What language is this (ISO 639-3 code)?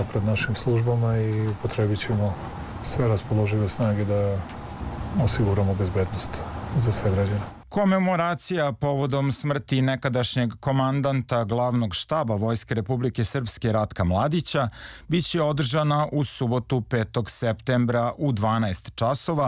srp